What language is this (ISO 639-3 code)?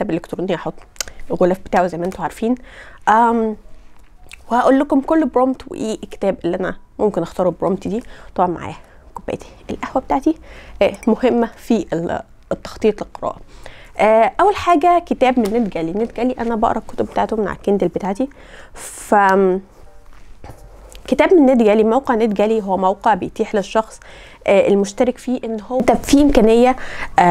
arz